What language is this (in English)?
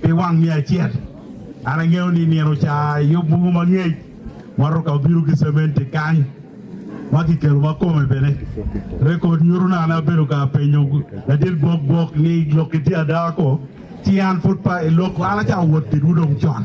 Acoli